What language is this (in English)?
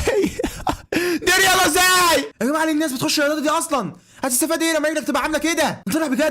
Egyptian Arabic